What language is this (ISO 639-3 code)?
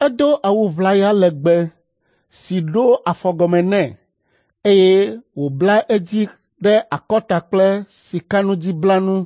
ewe